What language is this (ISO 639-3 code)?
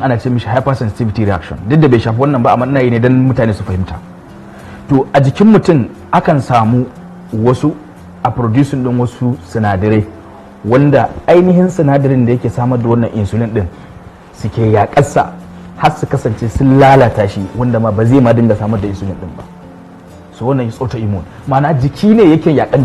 hau